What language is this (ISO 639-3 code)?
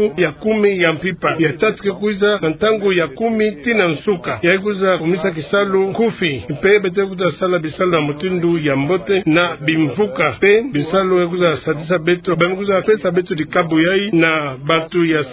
ktu